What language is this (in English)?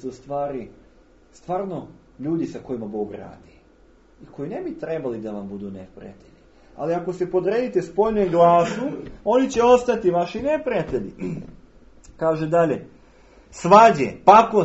Serbian